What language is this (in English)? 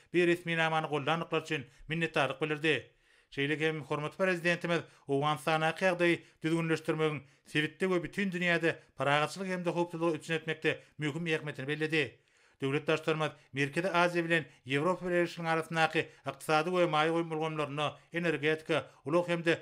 Turkmen